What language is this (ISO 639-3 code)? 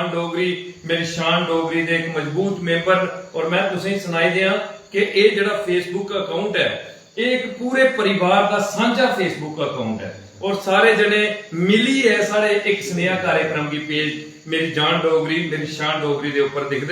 doi